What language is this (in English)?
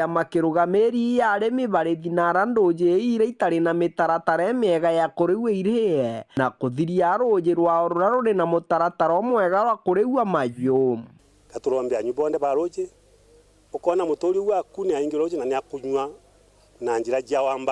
Meru